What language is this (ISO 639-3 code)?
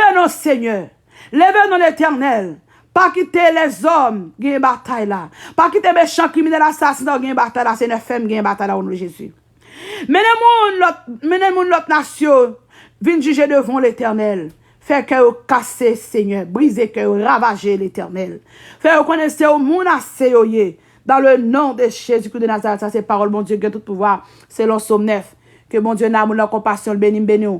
hat